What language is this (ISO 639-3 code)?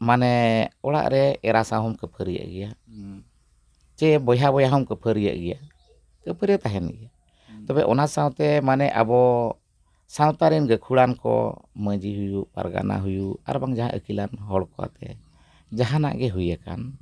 sat